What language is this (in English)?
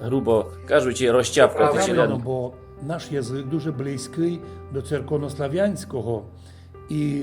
Rusyn